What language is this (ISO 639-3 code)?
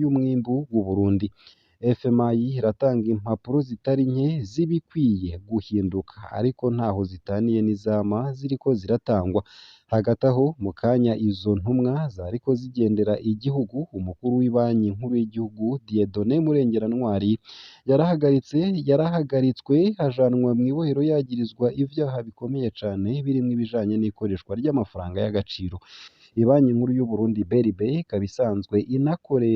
run